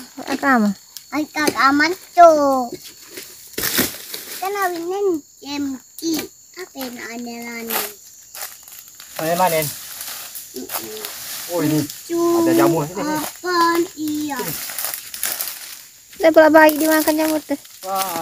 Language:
Indonesian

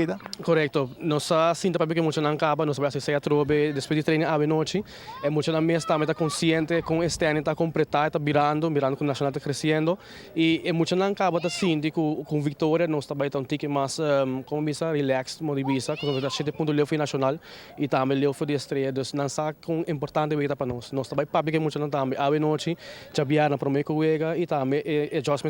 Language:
Papiamento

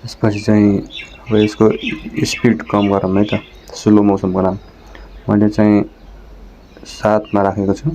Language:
Nepali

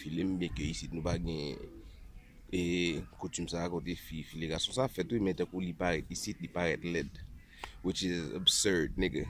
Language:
Haitian Creole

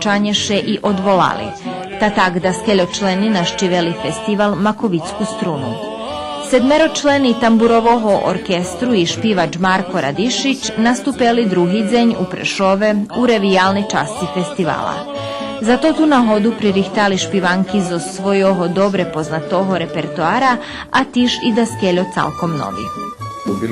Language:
Rusyn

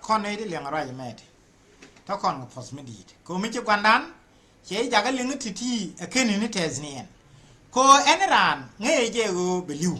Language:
Nuer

